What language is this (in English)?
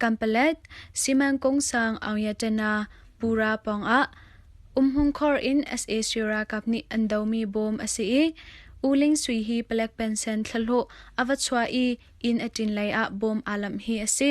Hakha Chin